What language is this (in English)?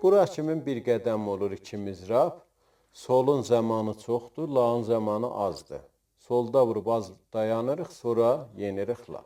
South Azerbaijani